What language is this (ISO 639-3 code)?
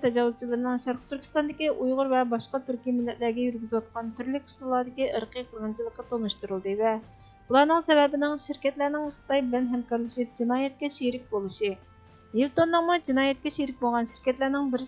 uig